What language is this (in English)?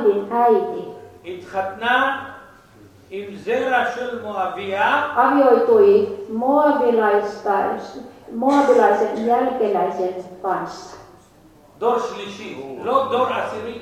Finnish